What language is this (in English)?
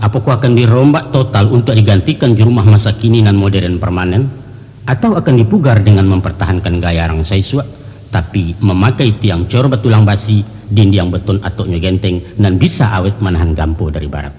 Minangkabau